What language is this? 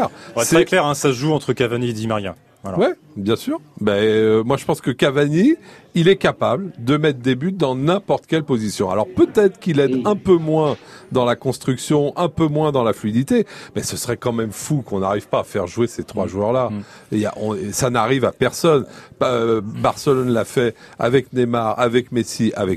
French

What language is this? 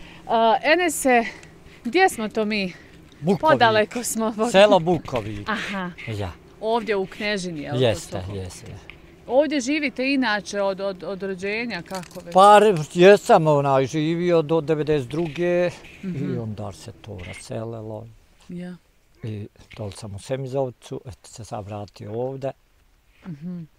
Bosnian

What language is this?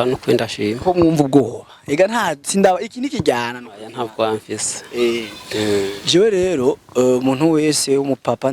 Rundi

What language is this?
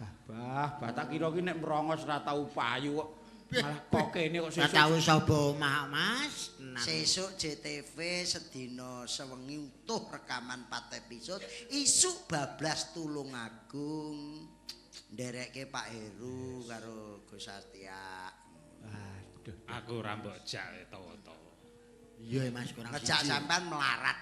Javanese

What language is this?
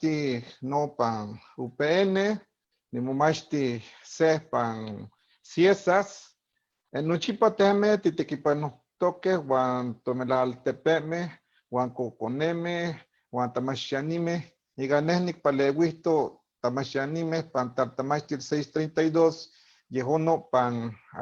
Eastern Huasteca Nahuatl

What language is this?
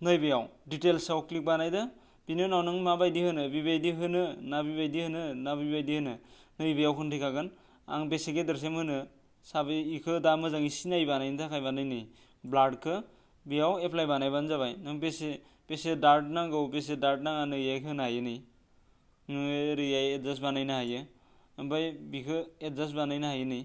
Bodo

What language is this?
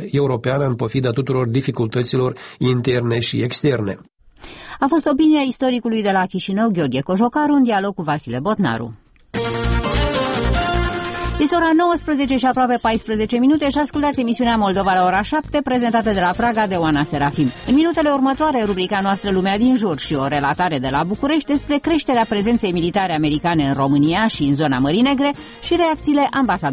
Romanian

